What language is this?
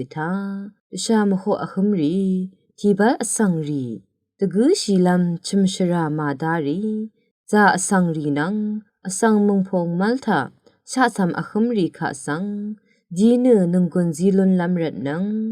Rawang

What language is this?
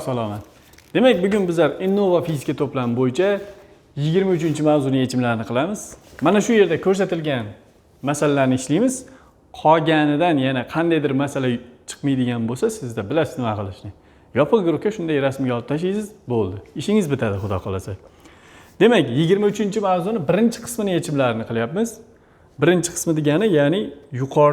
Uzbek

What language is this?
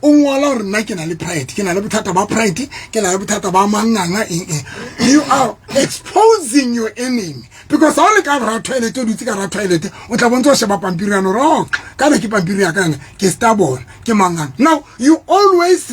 Southern Sotho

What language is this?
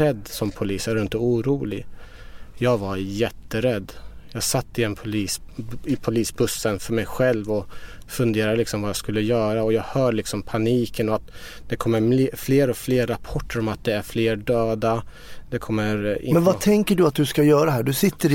Swedish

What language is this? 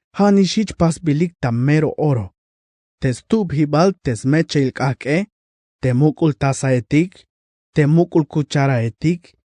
Tzeltal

